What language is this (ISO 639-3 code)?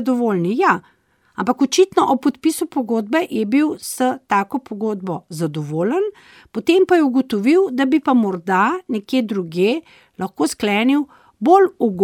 slv